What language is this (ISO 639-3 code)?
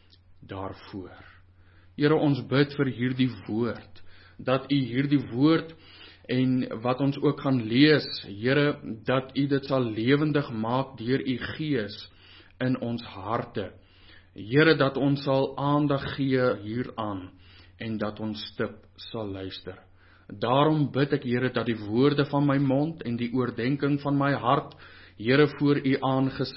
afr